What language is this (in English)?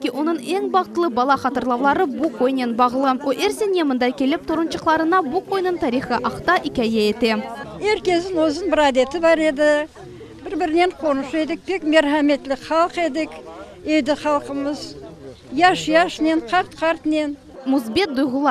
Crimean Tatar